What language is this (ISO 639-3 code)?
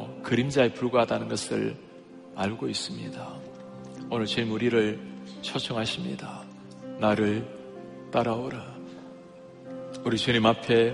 kor